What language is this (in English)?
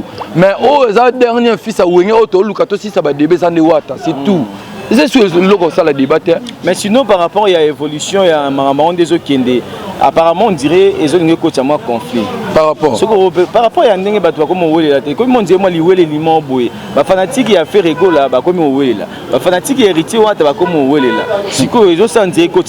Lingala